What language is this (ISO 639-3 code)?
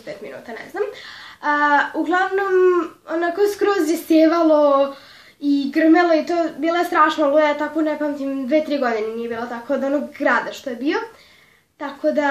srp